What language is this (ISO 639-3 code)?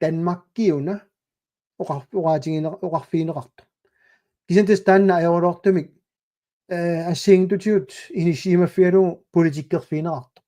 kal